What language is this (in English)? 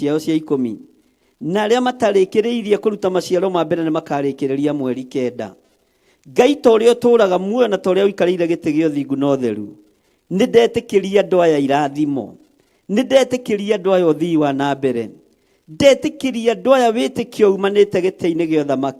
Kikuyu